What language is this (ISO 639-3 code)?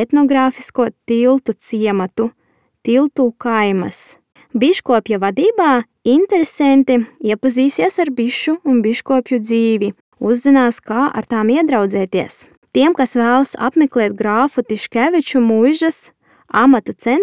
lav